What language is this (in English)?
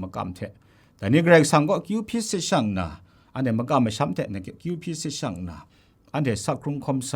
Kachin